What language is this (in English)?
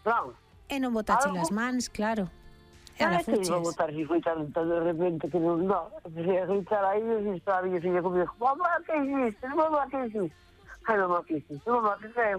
Galician